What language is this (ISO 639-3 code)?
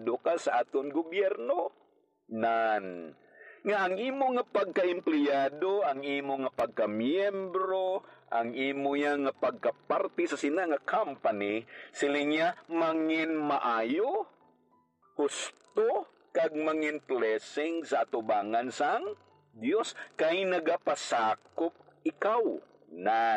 hil